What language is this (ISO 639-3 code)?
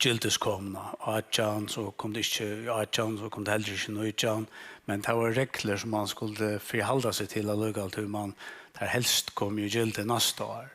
fao